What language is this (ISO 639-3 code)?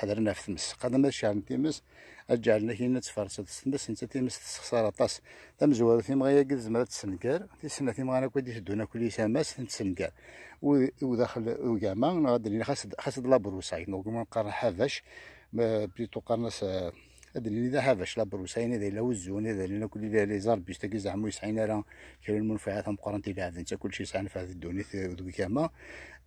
kab